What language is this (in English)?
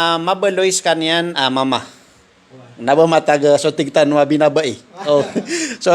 Maranao